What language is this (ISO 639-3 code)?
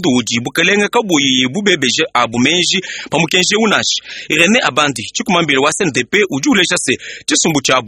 lua